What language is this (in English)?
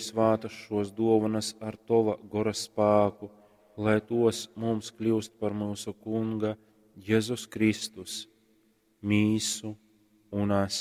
Latgalian